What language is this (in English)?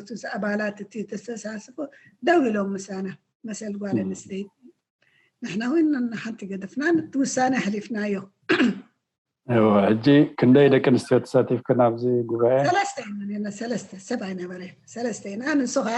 Tigrinya